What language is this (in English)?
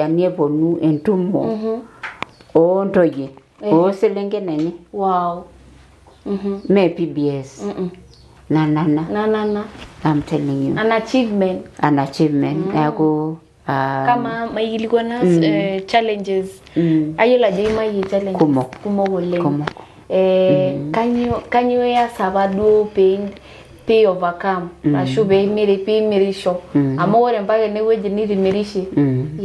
Masai